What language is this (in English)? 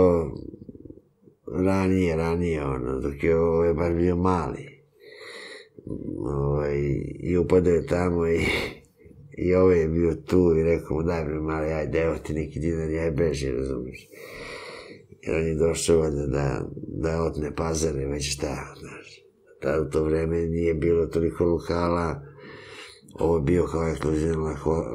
Serbian